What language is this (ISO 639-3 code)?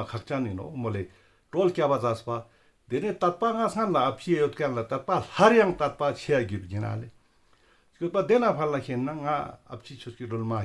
lbj